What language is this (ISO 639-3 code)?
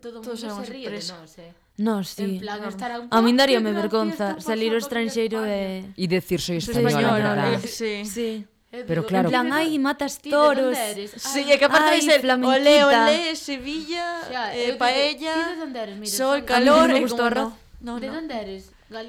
glg